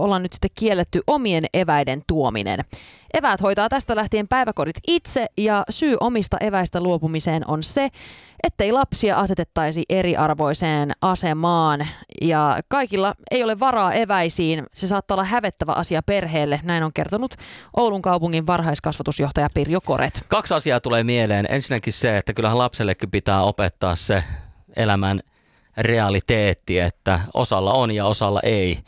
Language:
Finnish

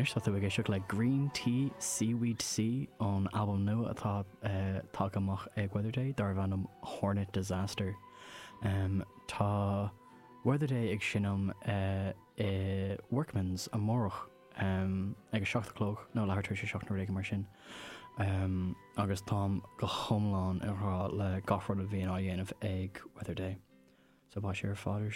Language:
Irish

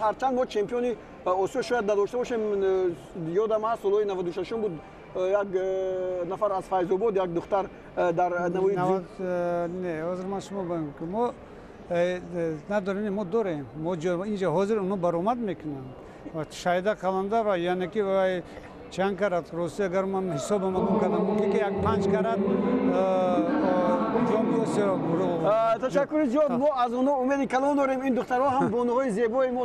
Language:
Tajik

